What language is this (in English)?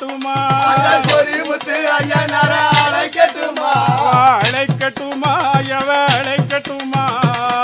Tamil